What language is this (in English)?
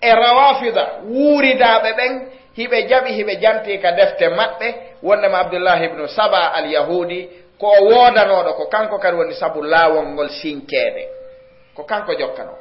Fula